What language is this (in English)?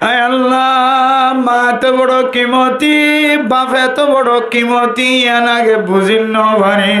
Rohingya